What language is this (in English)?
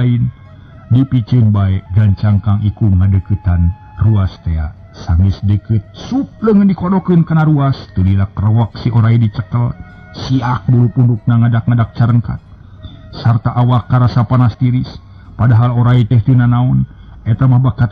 Sundanese